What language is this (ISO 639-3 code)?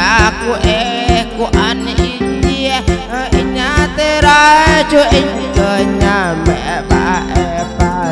vie